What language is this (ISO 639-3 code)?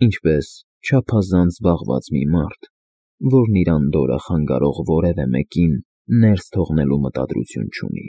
hye